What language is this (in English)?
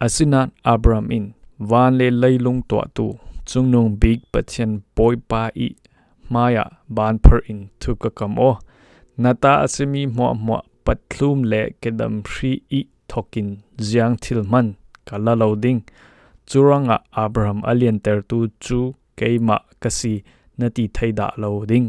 Falam Chin